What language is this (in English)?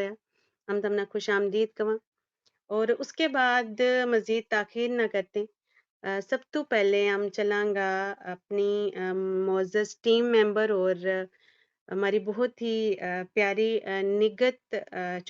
Gujari